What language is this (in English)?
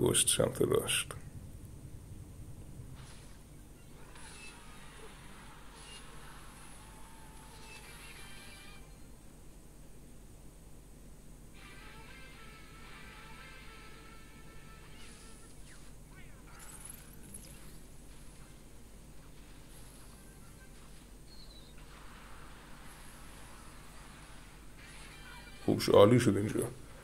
Persian